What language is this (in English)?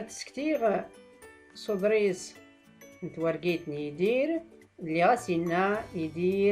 Tachelhit